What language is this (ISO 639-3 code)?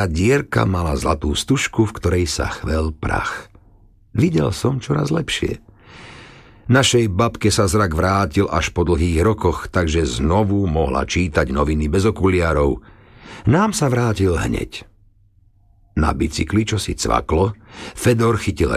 slk